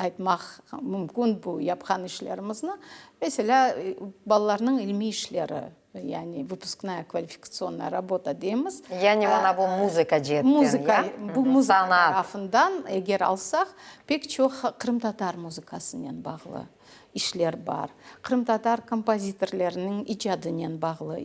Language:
Crimean Tatar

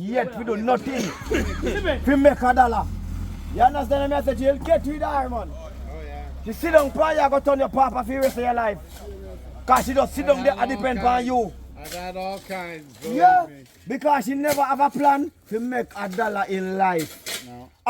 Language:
Jamaican Creole English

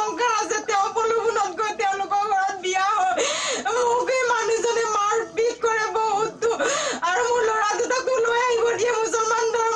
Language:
Assamese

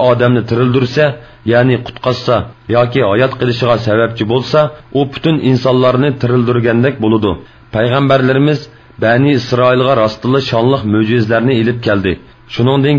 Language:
Uyghur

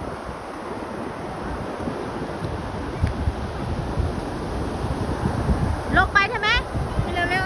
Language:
Lao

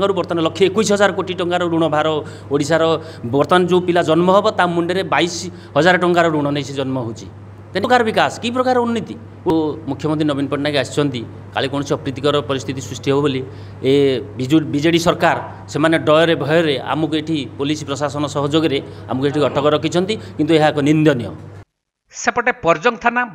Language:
Odia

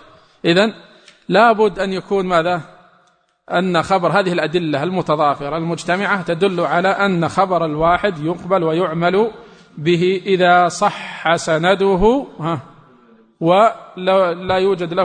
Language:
Arabic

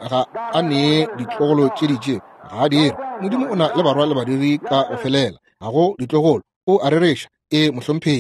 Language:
Northern Sotho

